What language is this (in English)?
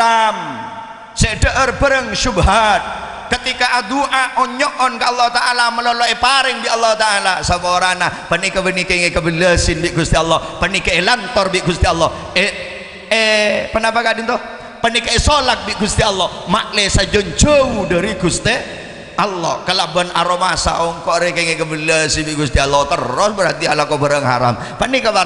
Madurese